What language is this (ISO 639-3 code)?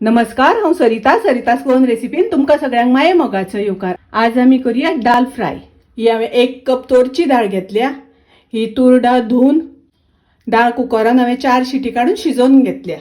kok